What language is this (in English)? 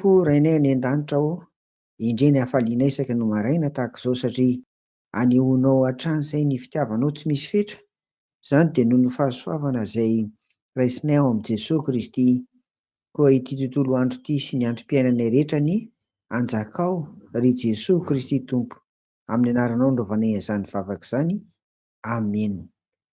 Malagasy